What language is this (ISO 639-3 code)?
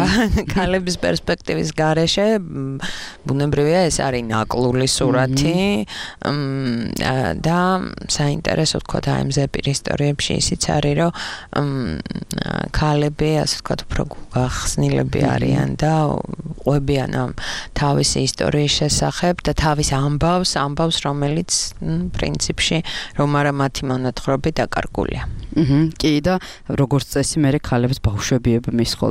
kat